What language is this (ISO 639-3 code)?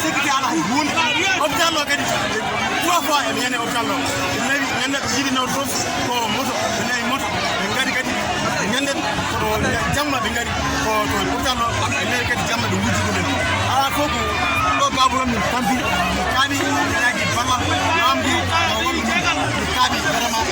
ful